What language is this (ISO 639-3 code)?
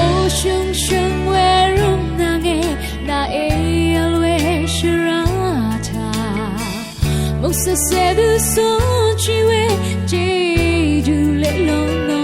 raw